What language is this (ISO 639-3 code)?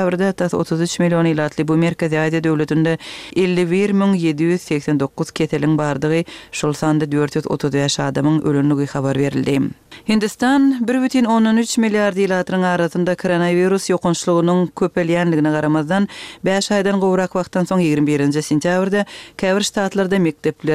tuk